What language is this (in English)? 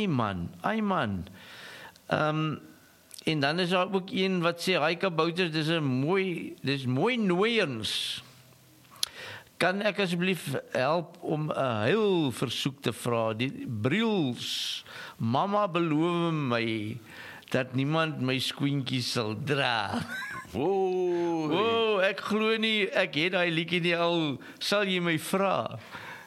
Afrikaans